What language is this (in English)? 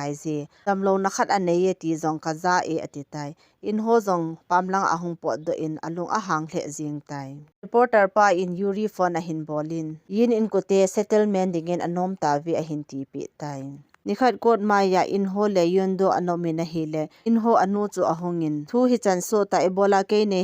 Thado Chin